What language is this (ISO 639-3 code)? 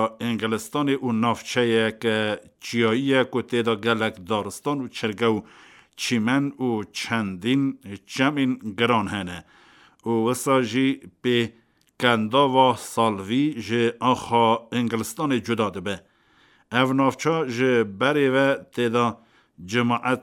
kur